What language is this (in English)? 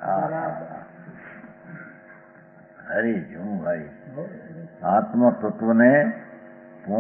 Gujarati